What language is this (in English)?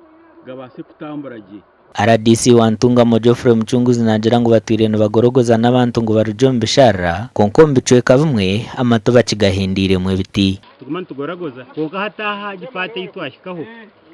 Nyankole